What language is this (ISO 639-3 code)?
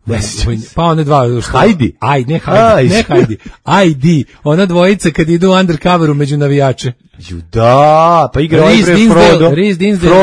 srp